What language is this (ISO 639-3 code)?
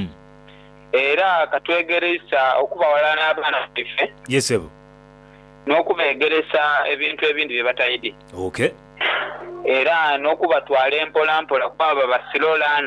xog